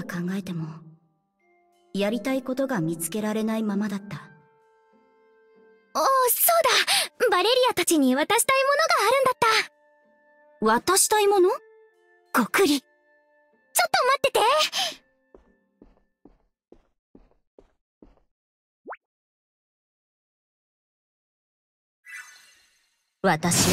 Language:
Japanese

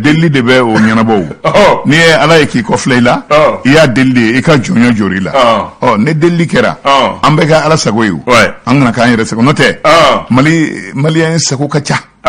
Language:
Bambara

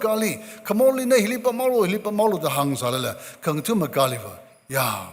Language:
Tangkhul Naga (India)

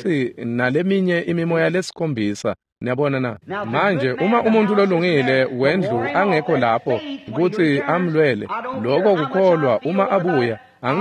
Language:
Swati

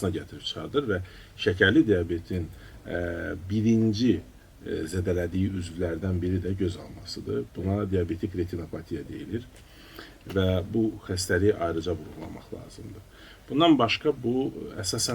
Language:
Azerbaijani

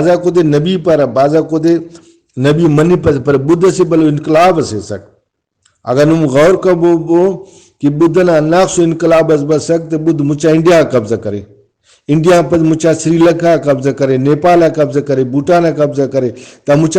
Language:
Brahui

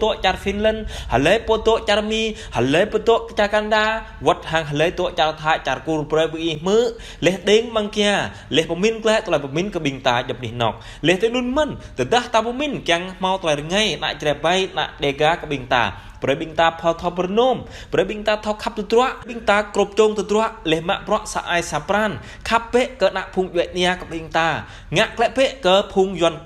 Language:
Jarai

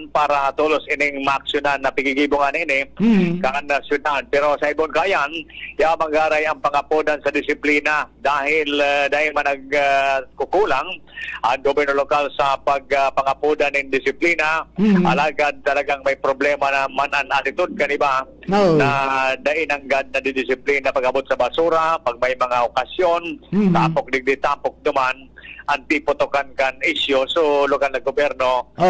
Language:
Bikol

